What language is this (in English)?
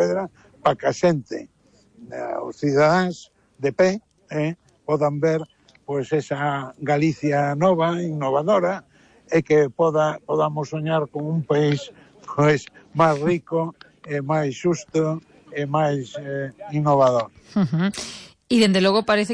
Galician